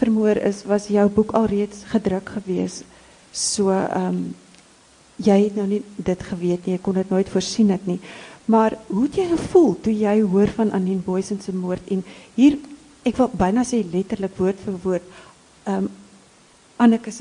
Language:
Afrikaans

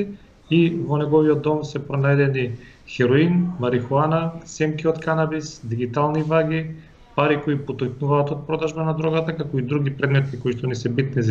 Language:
Macedonian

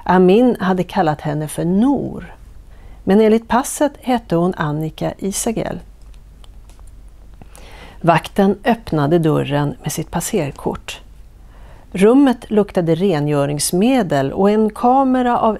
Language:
Swedish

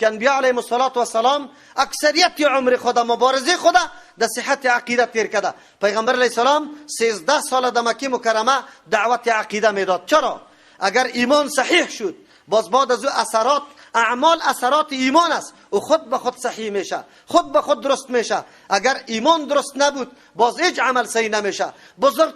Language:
Persian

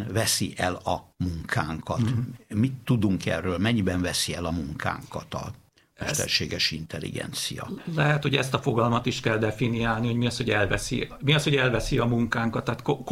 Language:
Hungarian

